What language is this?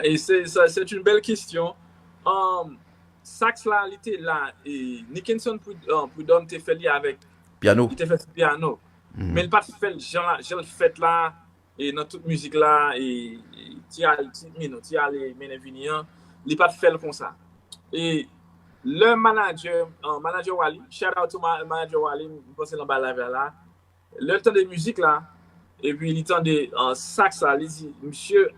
Haitian Creole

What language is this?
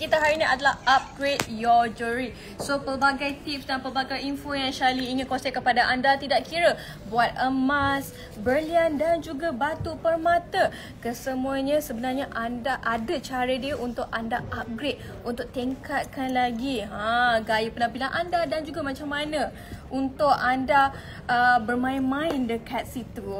Malay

